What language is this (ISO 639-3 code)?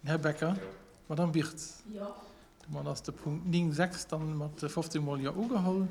ltz